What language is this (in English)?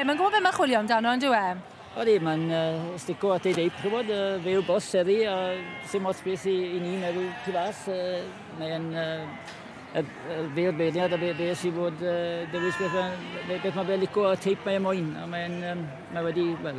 Welsh